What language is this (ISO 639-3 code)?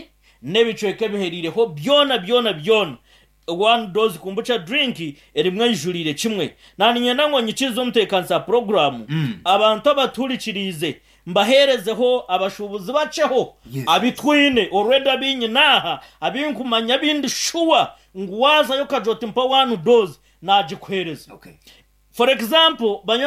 nyn